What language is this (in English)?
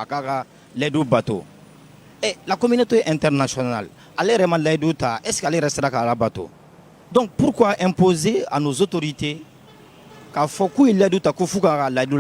Bambara